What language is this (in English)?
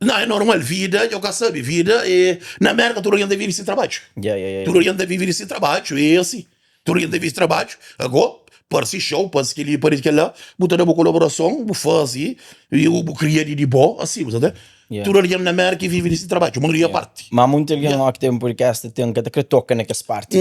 Kabuverdianu